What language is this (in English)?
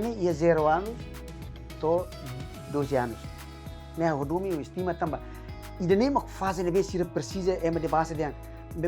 Tetum